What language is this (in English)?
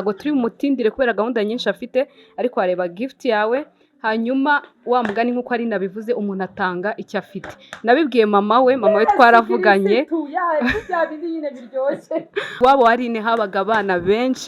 Kinyarwanda